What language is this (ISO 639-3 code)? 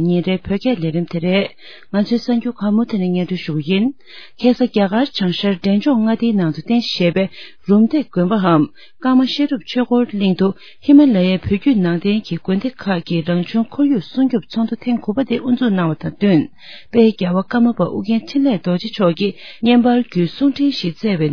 bod